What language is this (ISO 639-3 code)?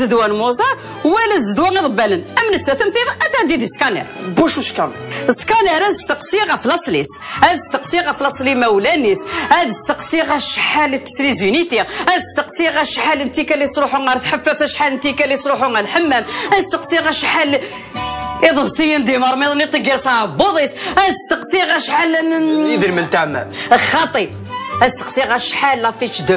kab